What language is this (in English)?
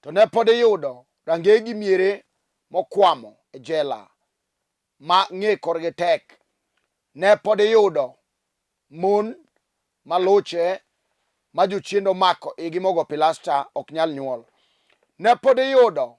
Luo (Kenya and Tanzania)